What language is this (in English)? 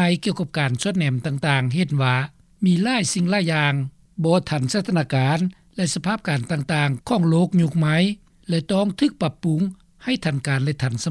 Lao